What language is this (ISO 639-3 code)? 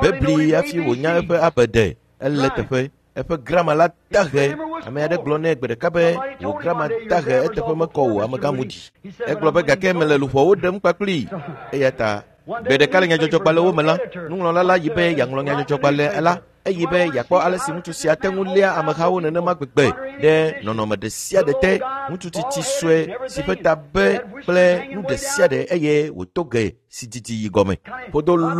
ewe